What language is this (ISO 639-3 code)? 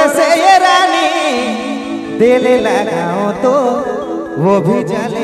sck